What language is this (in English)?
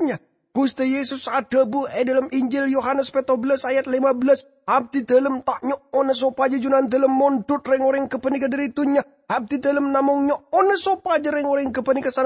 Madurese